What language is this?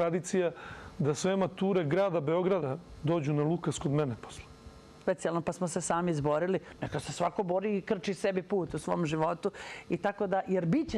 Serbian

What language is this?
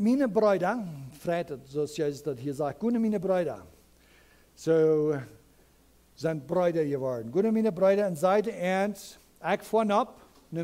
Plautdietsch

